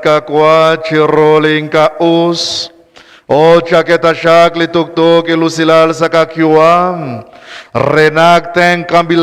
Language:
Kekchí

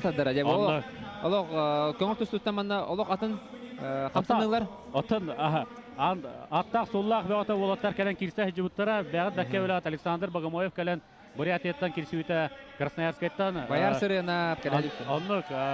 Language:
Yakut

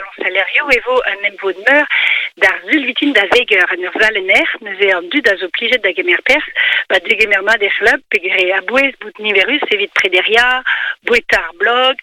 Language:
Breton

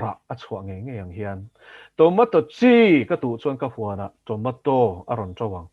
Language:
Mizo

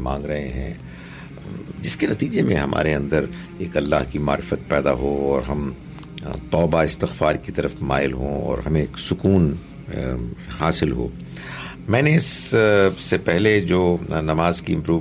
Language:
Urdu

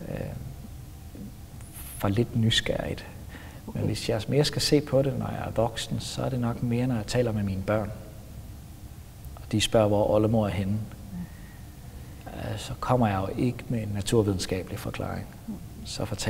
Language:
Danish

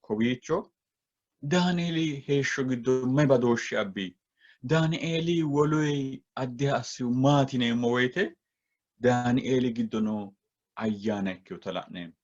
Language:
Sidamo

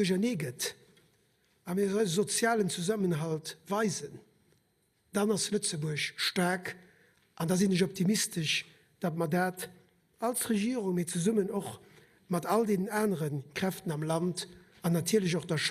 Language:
Luxembourgish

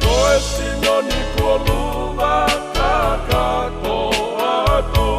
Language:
Tongan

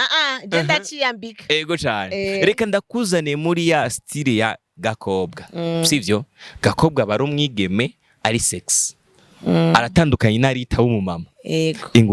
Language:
Rundi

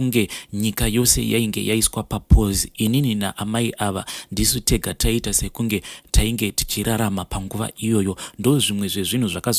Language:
Shona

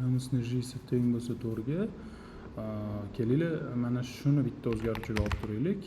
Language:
Uzbek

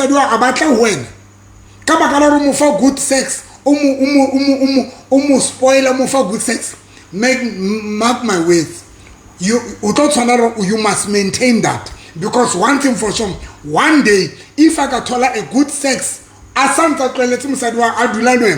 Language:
Southern Sotho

